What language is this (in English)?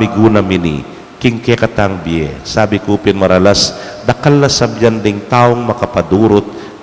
Pampanga